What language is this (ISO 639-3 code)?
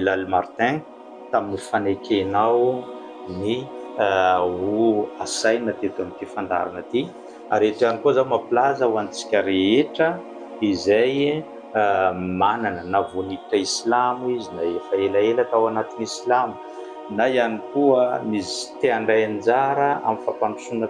mlg